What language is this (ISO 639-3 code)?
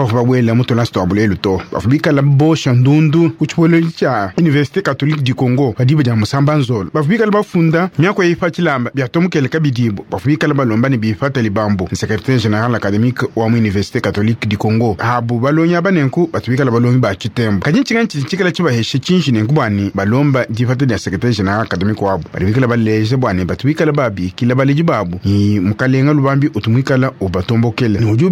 lua